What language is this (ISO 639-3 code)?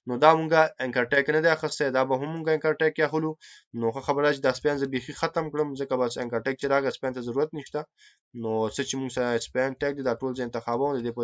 pus